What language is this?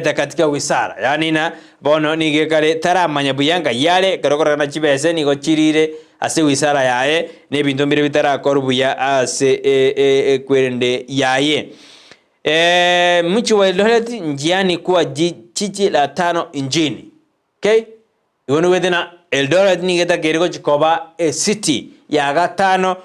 Gusii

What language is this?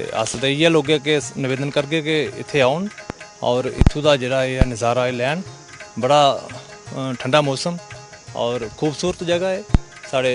Dogri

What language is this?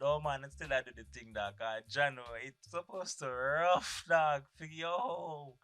Jamaican Creole English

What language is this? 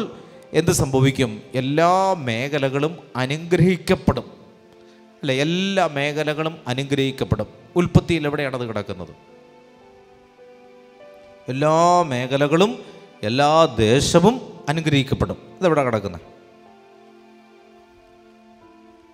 Malayalam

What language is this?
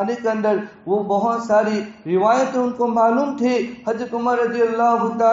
Urdu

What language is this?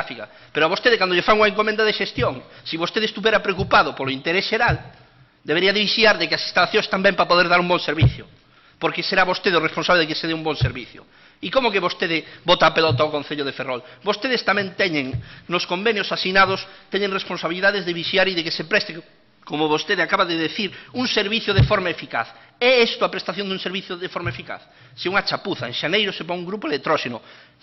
Galician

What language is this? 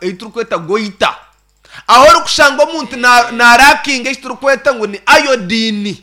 Nyankole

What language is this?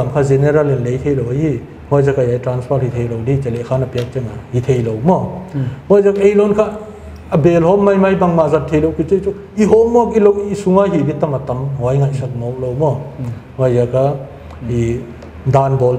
Paite Chin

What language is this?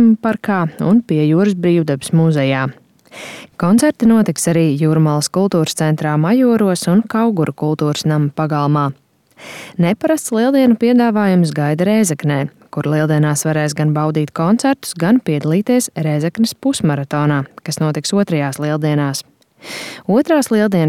Latvian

